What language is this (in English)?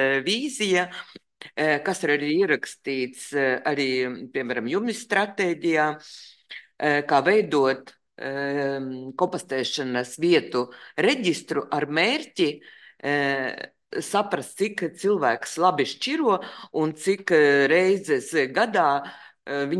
Latvian